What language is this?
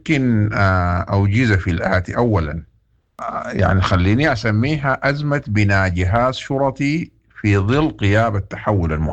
Sudanese Arabic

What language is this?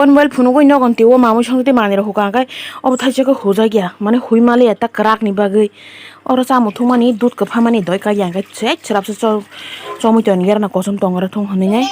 Kok Borok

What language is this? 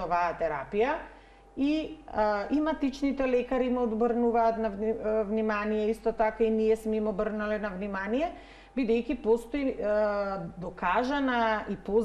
Macedonian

